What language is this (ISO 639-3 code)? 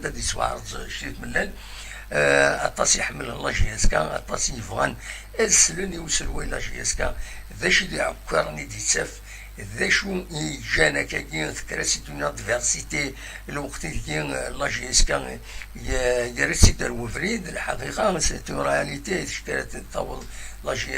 kab